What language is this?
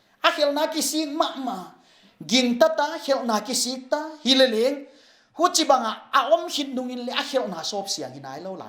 Paite Chin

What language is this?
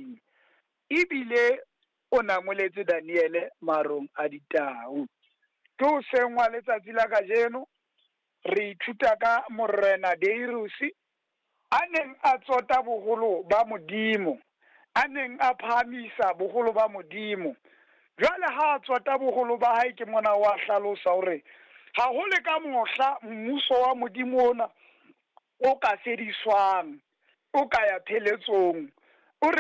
Southern Sotho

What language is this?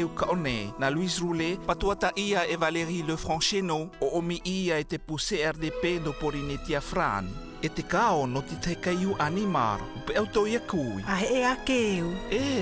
South Marquesan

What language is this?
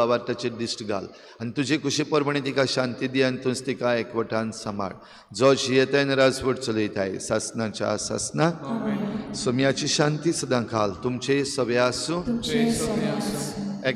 Konkani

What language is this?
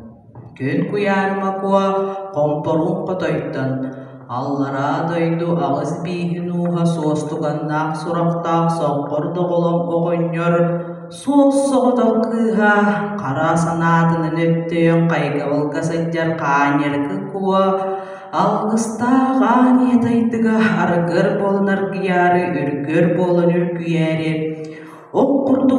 Yakut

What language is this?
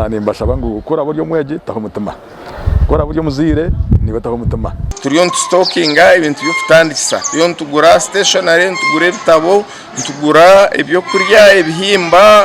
Nyankole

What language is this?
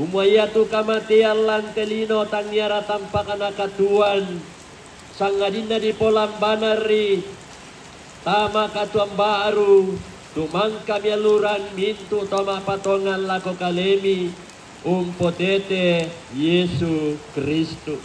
Toraja-Sa'dan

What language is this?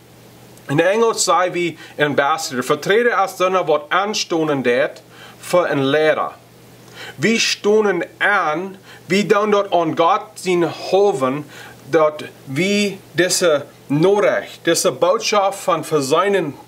Plautdietsch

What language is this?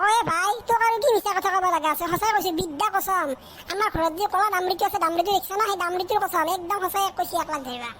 Assamese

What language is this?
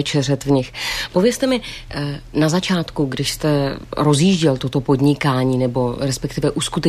Czech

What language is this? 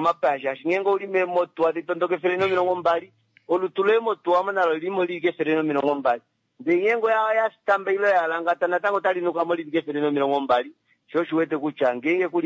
Kuanyama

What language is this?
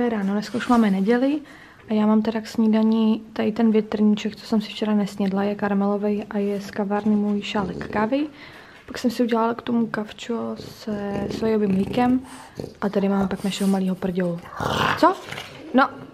Czech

